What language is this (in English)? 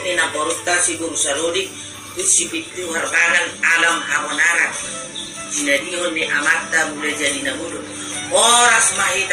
Batak Toba